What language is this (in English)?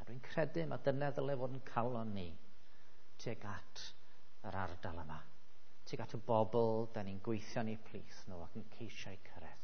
Welsh